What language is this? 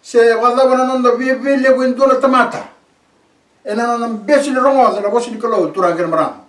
Fijian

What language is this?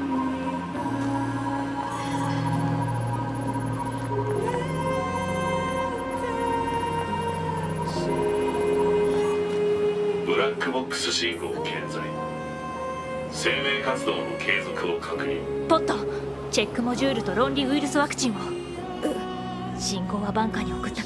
Japanese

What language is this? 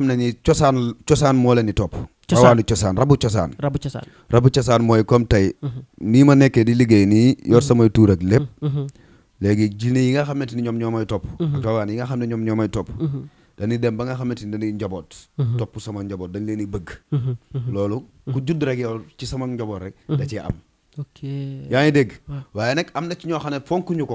Wolof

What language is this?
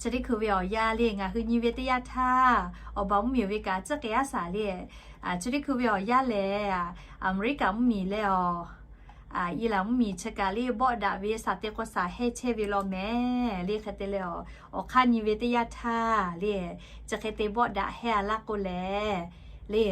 Lahu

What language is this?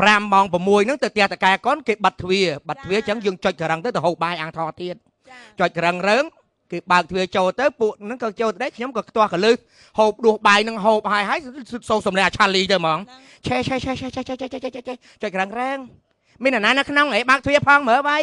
Khmer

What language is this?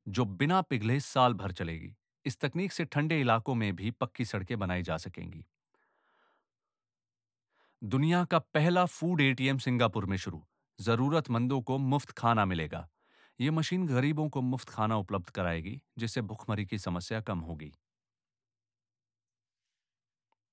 Hindi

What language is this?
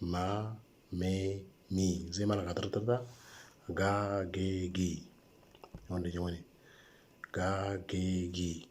Moro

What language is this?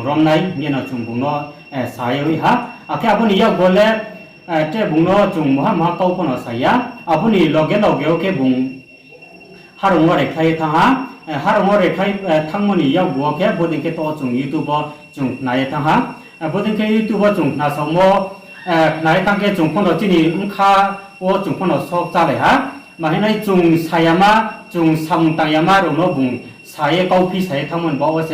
Riang (India)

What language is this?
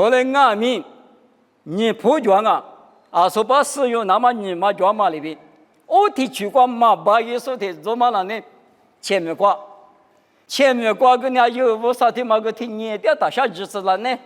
Lisu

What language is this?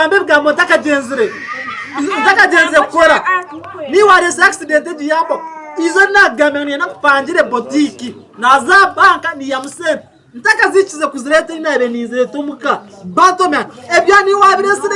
Nyankole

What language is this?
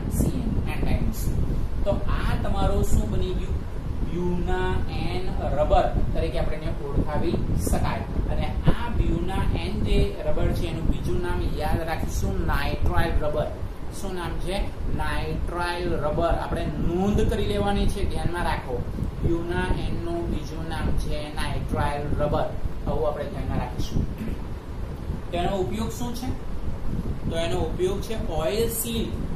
Gujarati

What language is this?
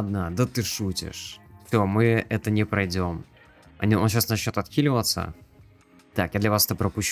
Russian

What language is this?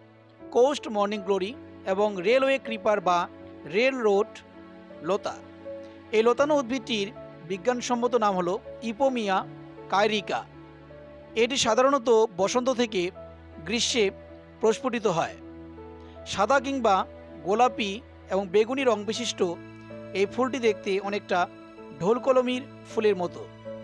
Bangla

